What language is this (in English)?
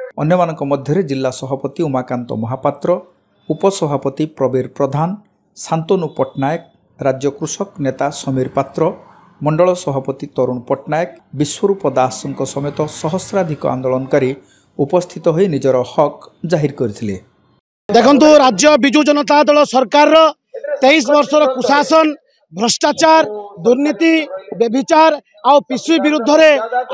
Odia